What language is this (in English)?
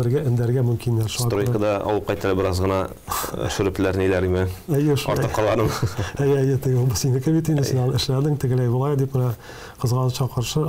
Tatar